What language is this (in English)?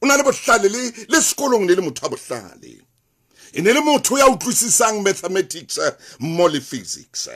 Southern Sotho